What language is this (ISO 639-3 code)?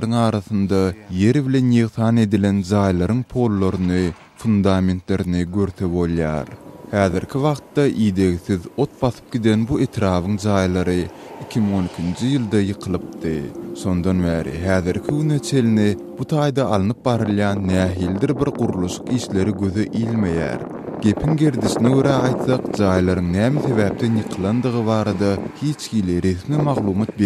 tuk